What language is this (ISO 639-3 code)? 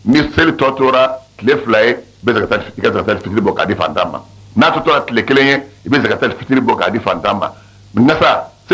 bam